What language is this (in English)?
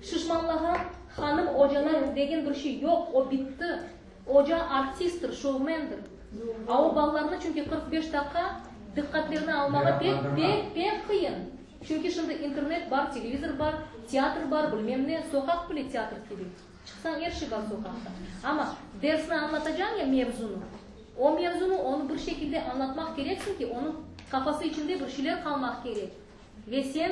Crimean Tatar